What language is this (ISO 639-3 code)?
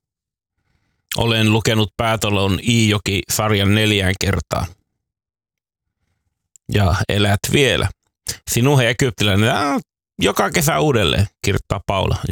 fin